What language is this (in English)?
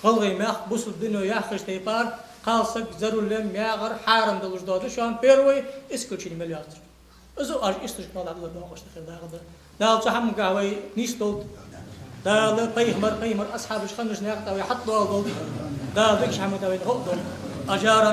Ingush